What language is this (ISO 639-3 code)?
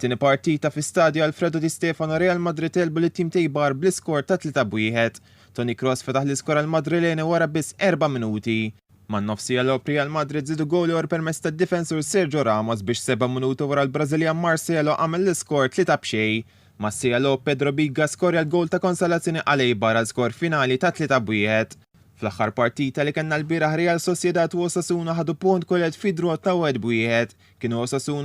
mlt